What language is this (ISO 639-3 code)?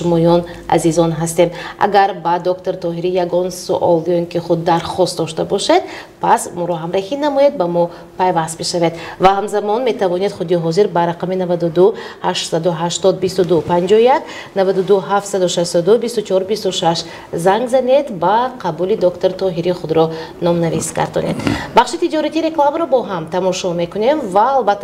tgk